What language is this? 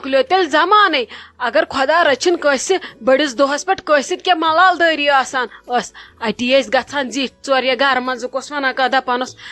Kashmiri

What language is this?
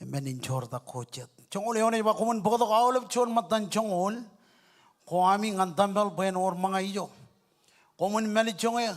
Marshallese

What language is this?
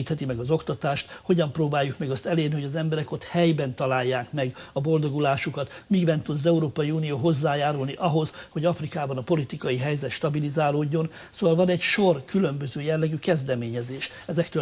Hungarian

